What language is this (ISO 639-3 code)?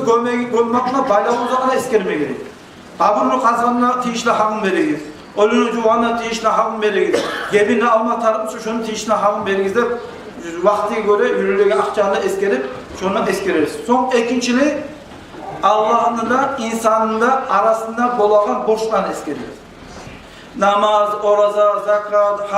kum